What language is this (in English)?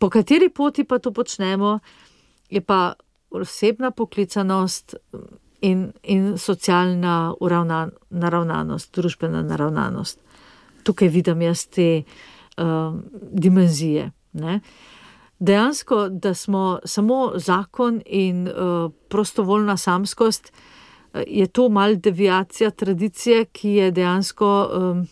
Slovenian